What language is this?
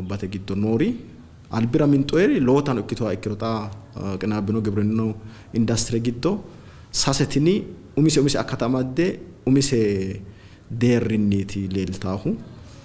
Sidamo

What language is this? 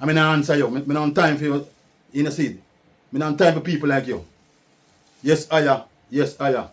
Jamaican Creole English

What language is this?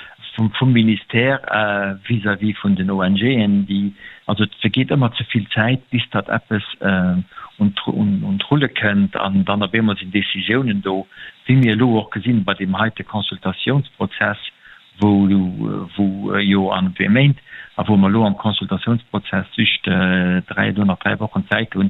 Luxembourgish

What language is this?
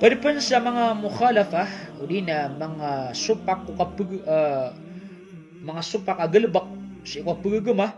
Maranao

